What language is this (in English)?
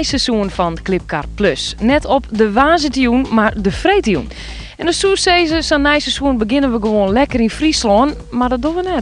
Western Frisian